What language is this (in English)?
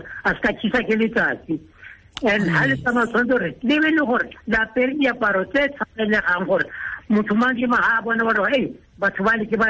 Tswana